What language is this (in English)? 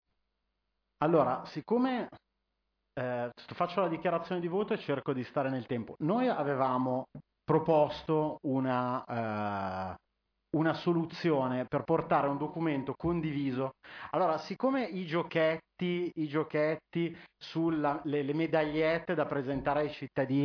Italian